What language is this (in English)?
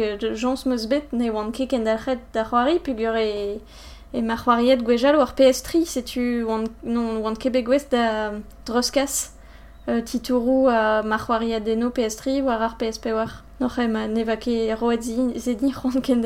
Breton